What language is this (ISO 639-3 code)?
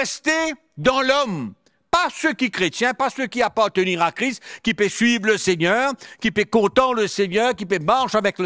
mfe